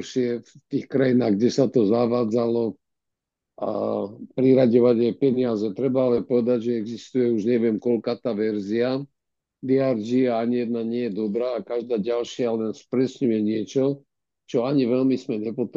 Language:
Slovak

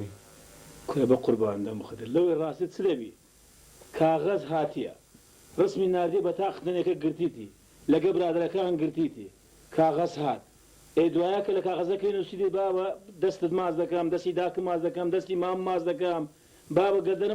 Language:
Central Kurdish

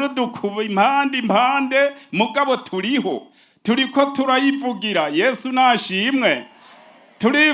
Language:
Rundi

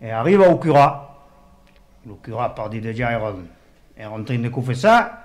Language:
Occitan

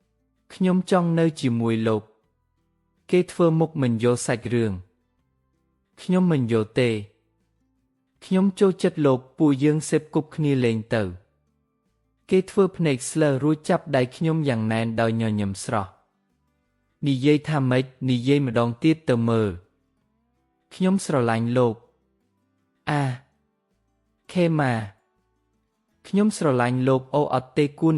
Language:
Khmer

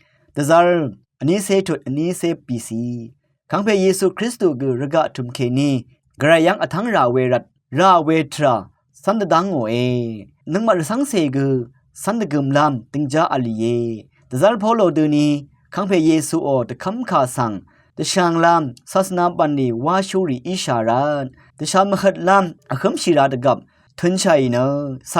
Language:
Rawang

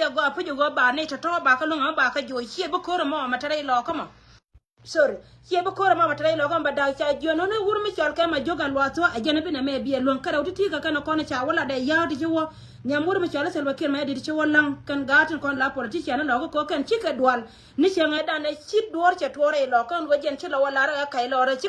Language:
Nuer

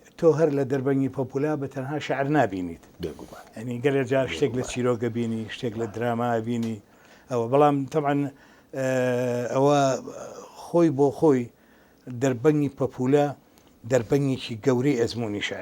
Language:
Central Kurdish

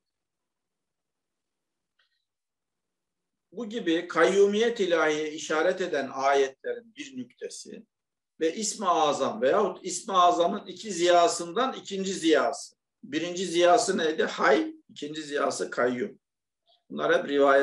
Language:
Turkish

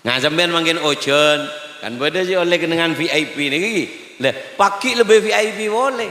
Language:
Madurese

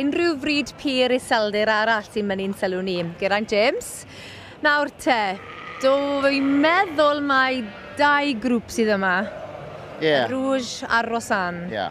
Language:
Welsh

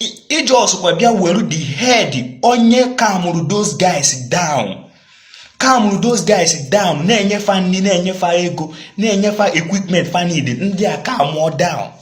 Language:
Igbo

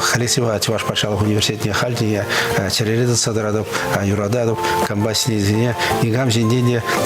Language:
Chuvash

